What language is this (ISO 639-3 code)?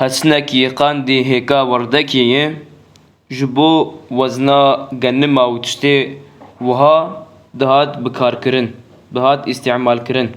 kur